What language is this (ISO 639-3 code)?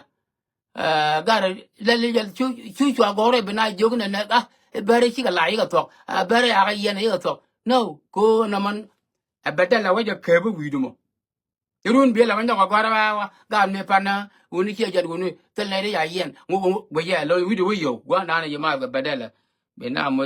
nus